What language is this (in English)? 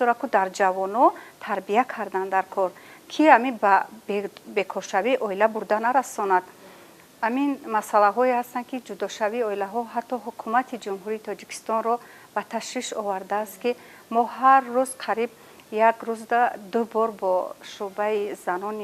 Tajik